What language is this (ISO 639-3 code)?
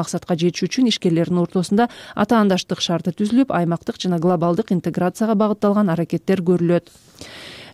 kir